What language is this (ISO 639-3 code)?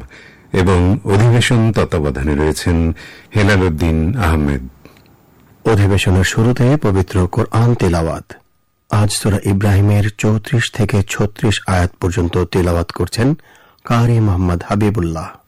ben